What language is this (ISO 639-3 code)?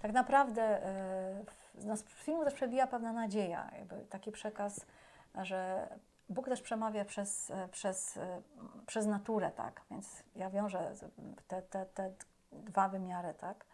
pol